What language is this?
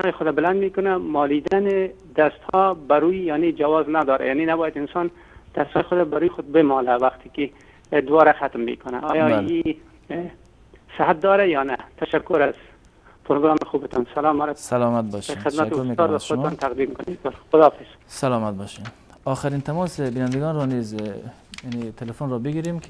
Persian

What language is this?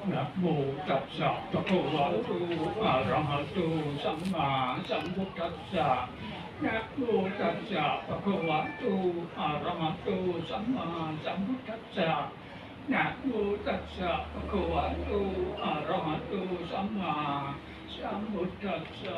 Pali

